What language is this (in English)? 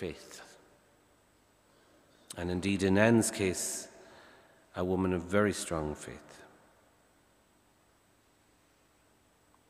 English